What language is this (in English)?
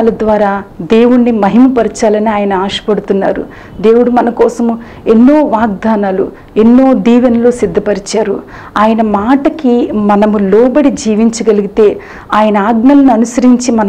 Telugu